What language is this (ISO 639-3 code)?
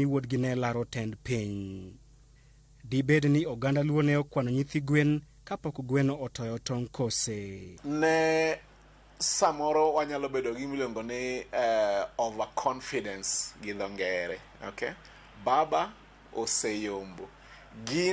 luo